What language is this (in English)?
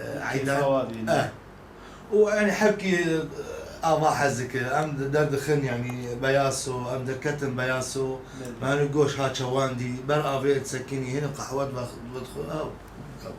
Kurdish